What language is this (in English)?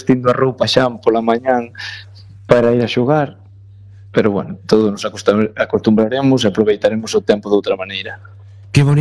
Galician